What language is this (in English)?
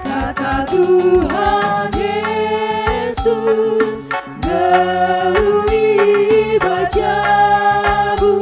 Batak Karo